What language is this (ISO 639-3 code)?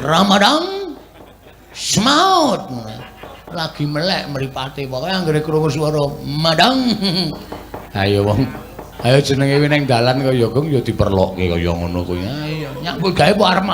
jav